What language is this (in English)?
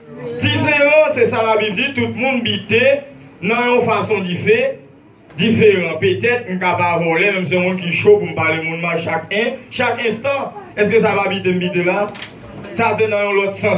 Haitian Creole